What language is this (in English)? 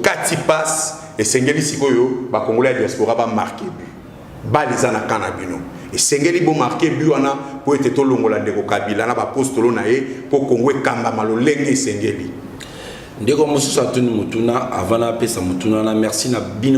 Lingala